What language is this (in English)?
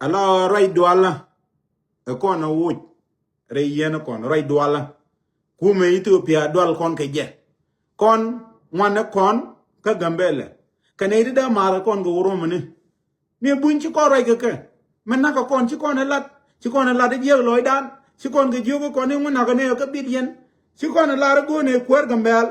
Nuer